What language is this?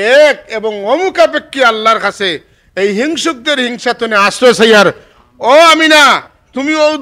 Sylheti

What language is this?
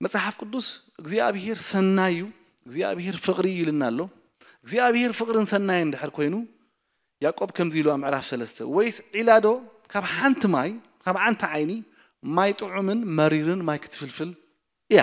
Tigrinya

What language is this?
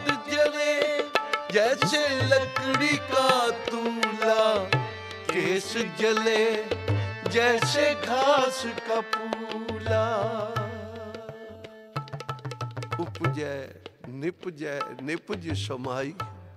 Punjabi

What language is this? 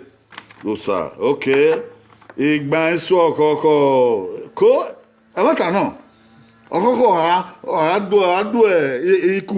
Bini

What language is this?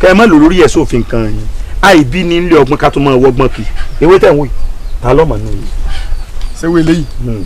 Yoruba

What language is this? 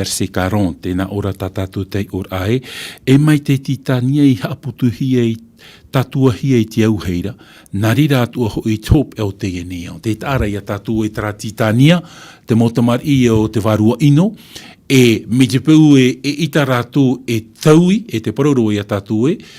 Tahitian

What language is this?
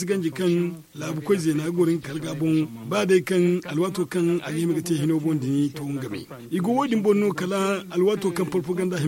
Zarma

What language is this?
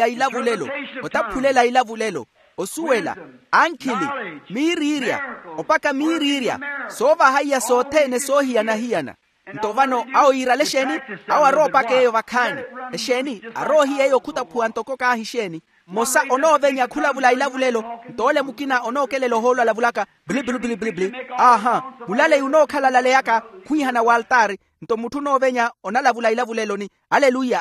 Makhuwa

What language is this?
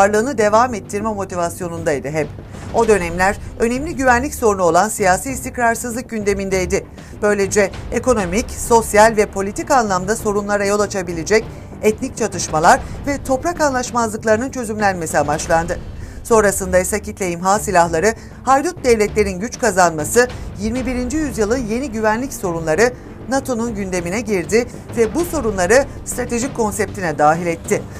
Turkish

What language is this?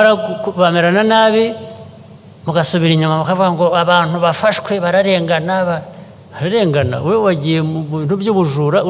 Kinyarwanda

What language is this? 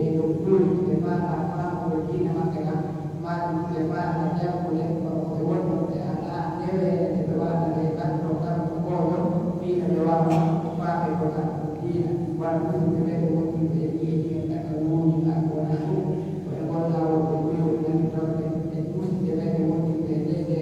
Pular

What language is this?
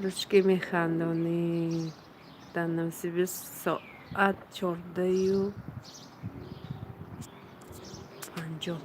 Tajik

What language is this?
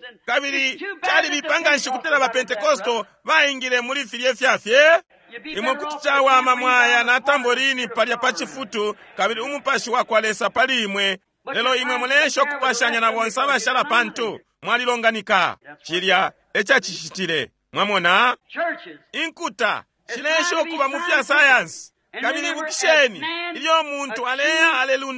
Bemba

